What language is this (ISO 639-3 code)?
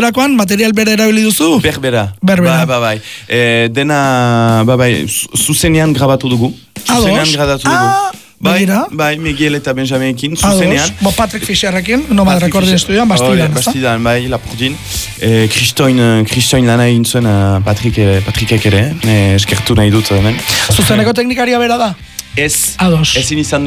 eus